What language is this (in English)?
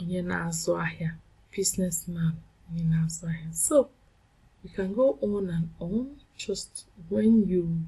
Igbo